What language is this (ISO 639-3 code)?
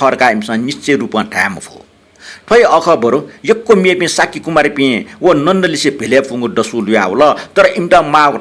new